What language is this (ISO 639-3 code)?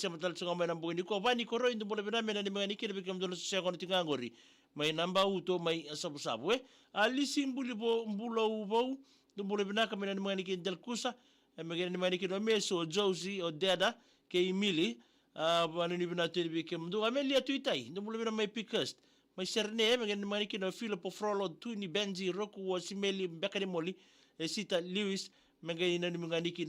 fij